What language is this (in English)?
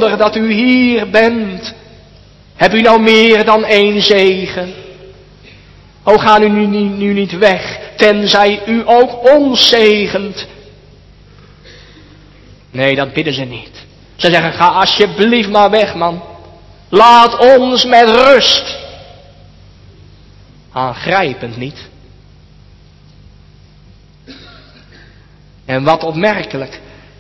Dutch